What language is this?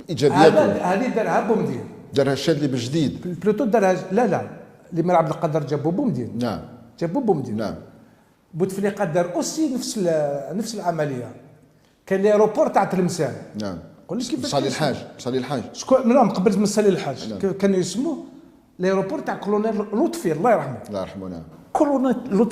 Algerian Arabic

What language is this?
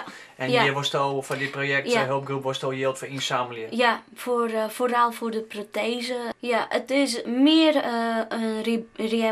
Western Frisian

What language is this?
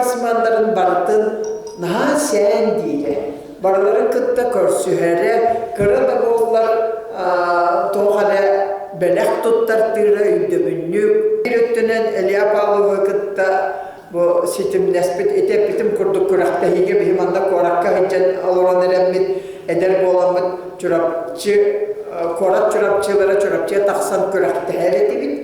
Yakut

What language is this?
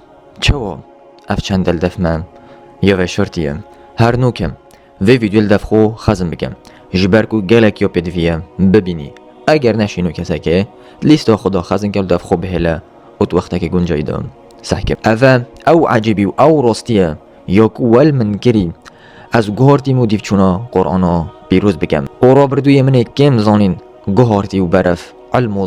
Kurdish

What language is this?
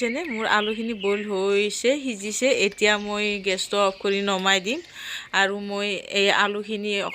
Assamese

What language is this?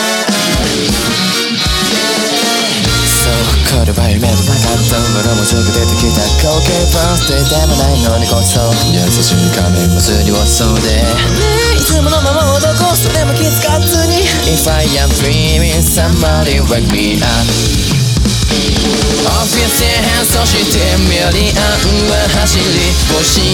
Japanese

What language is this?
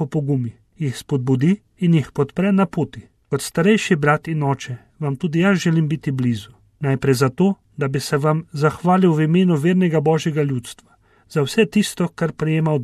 Slovenian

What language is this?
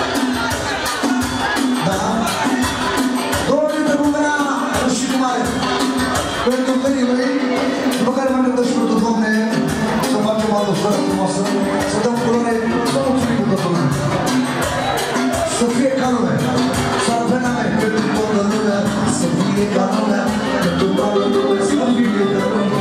Romanian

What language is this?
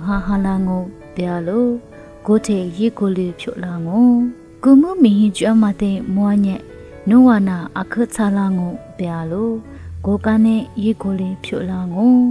Lisu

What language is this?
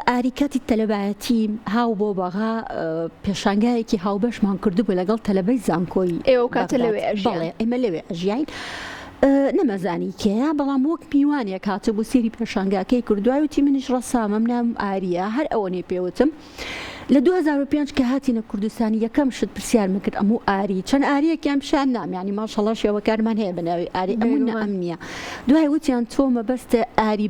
Central Kurdish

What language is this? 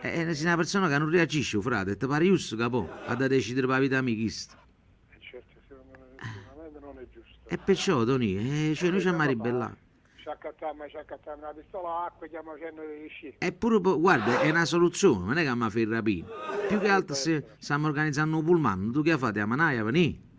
Neapolitan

